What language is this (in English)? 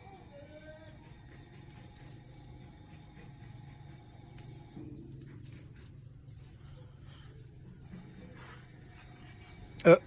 Lao